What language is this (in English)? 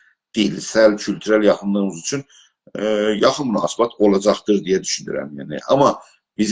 South Azerbaijani